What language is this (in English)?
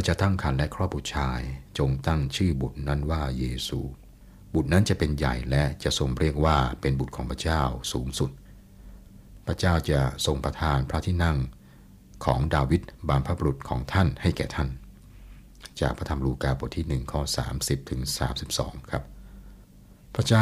Thai